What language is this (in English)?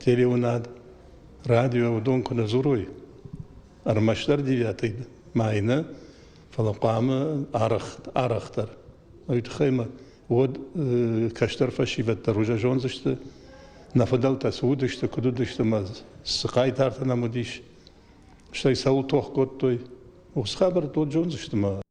Ossetic